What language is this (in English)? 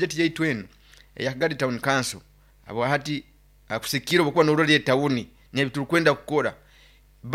Nyoro